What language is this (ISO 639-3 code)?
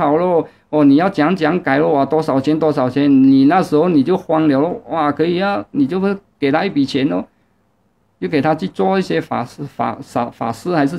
zho